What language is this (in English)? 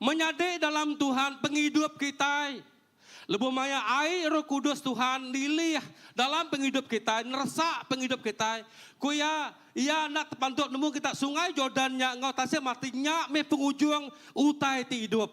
Iban